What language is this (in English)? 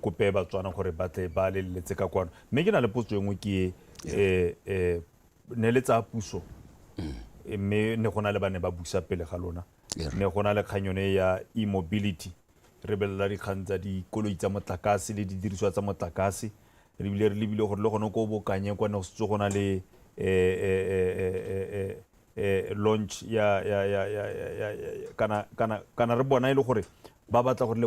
Tswana